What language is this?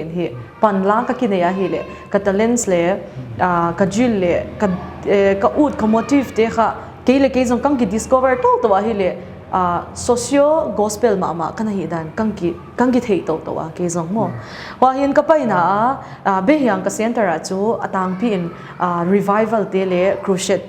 Paite Chin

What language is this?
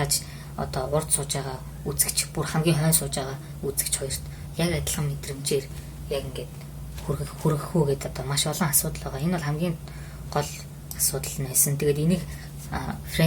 Mongolian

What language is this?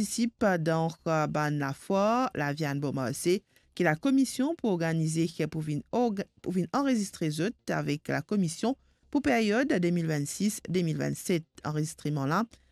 Morisyen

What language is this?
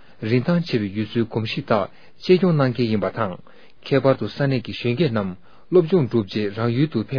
Tibetan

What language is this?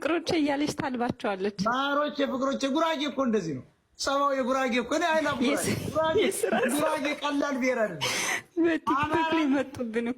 Amharic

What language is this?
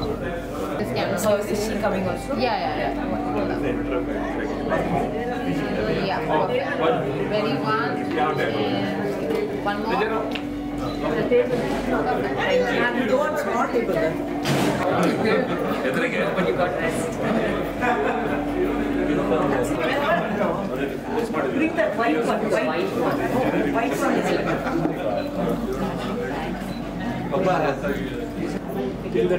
English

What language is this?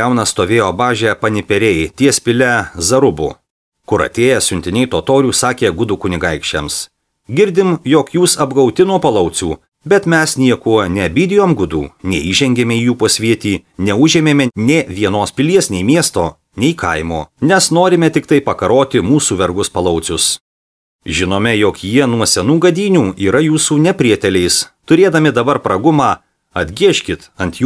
Lithuanian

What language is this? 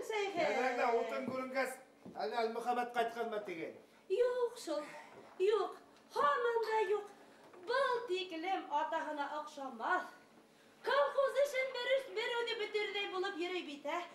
Bashkir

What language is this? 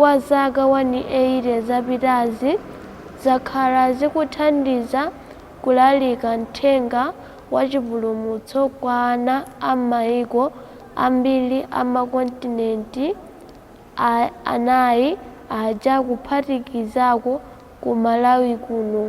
Nyanja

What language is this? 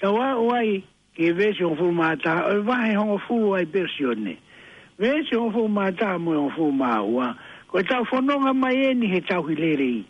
Tongan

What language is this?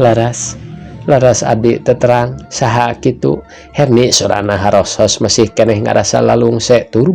Sundanese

